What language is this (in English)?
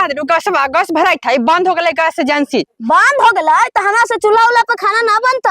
Magahi